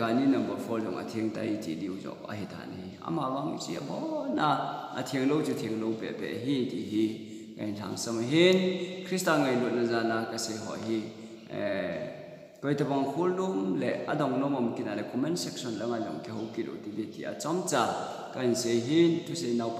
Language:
Thado Chin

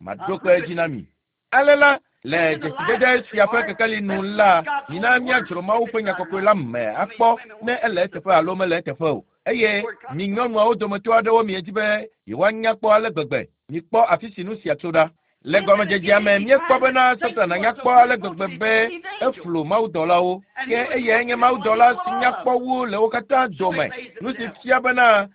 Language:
Ewe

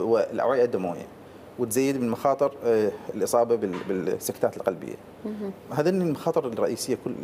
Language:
Mesopotamian Arabic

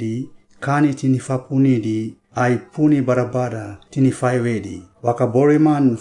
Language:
Suau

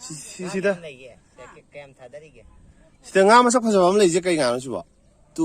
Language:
Manipuri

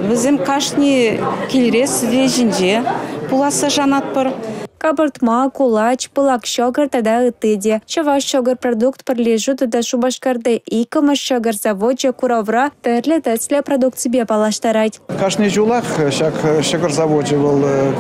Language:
Chuvash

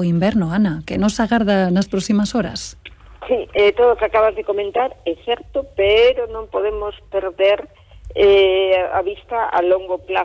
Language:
Galician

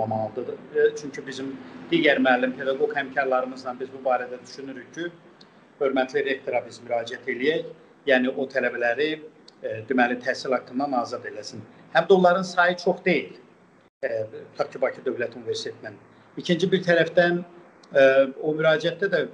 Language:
South Azerbaijani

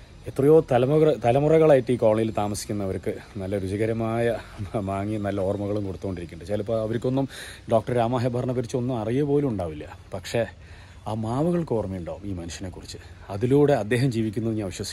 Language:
Malayalam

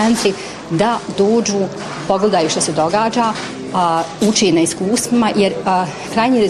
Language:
Bosnian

